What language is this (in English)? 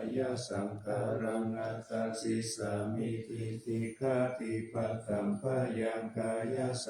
Pali